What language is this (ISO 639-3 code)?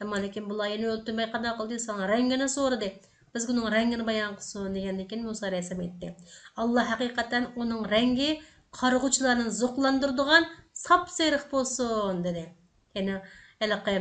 uig